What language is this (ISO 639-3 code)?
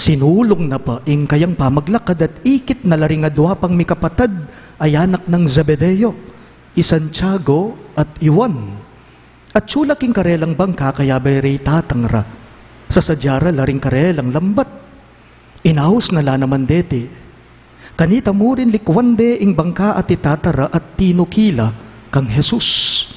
pam